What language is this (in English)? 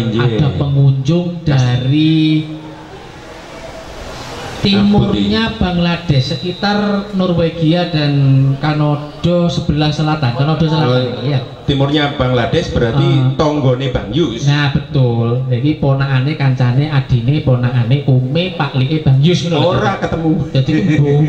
Indonesian